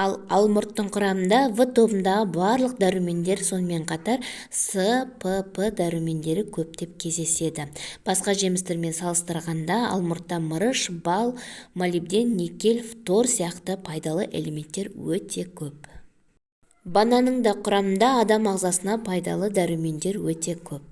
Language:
Kazakh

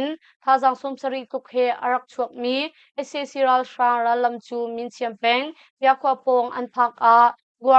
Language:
Hakha Chin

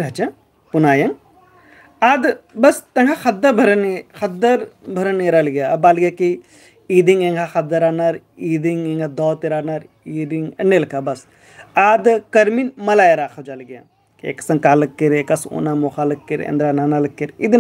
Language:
Kurukh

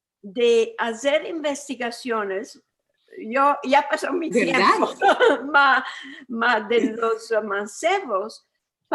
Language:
Ladino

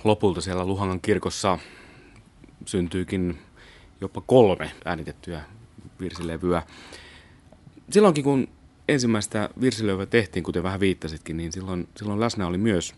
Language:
Finnish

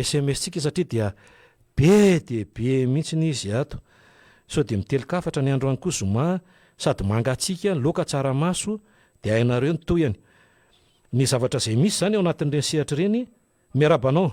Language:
Malagasy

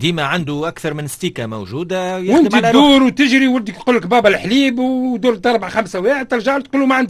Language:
Tunisian Arabic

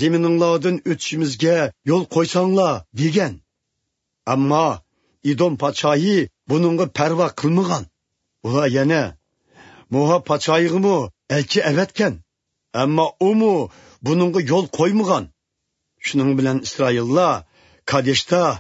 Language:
Uyghur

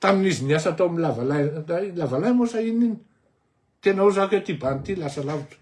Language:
Malagasy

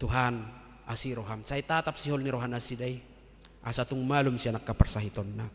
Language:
Batak Toba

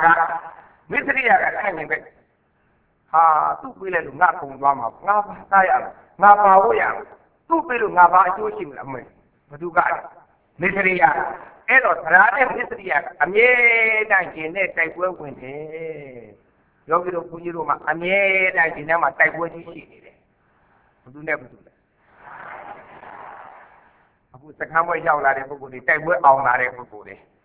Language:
Burmese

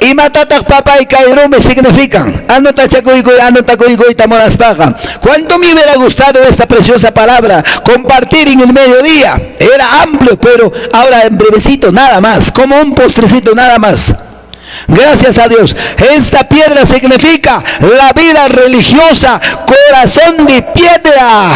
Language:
Quechua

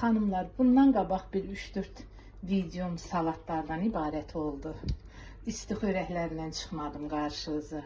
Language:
Azerbaijani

